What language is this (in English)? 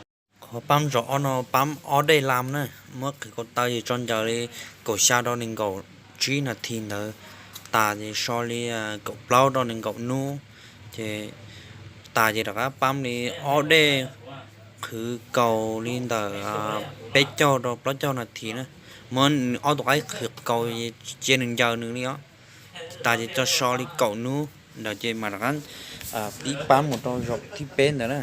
Hmong